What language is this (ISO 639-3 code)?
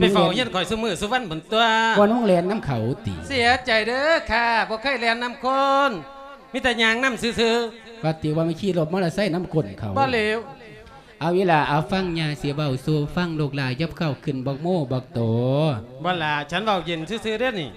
lao